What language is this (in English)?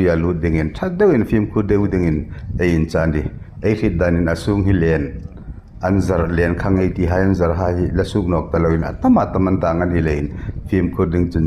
Hmar